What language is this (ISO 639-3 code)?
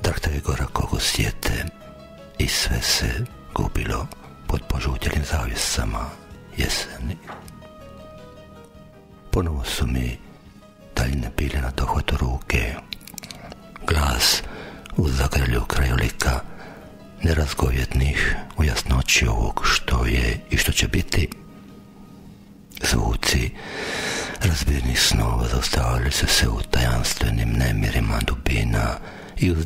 hrv